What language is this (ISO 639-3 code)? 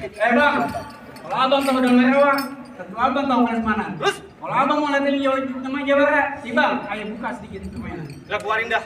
bew